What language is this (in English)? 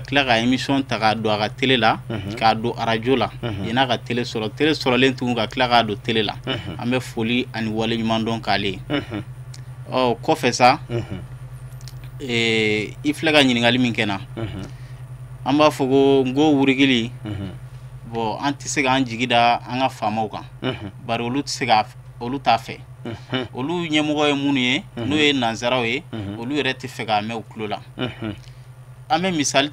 Bambara